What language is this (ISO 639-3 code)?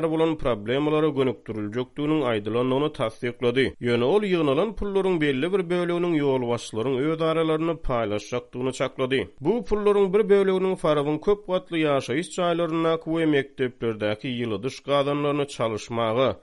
tuk